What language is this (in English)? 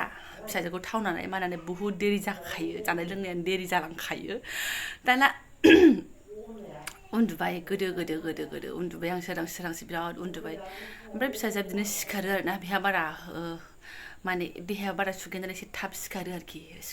Bodo